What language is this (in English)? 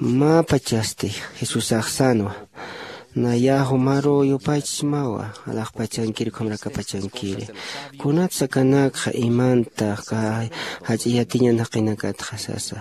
Aymara